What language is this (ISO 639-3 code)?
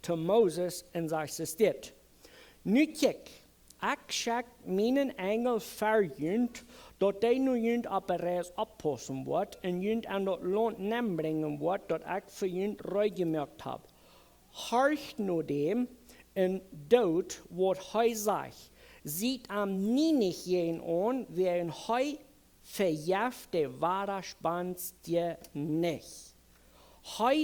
pdt